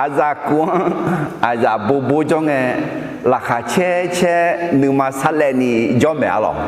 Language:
Akha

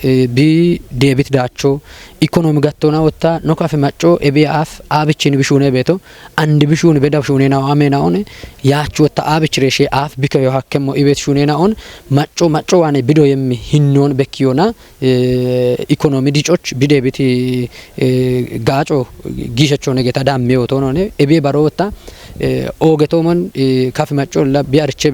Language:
Kafa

